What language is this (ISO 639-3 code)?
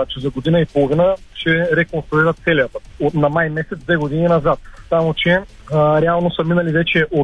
bul